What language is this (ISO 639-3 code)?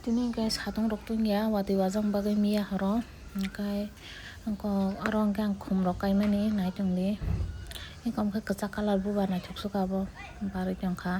trp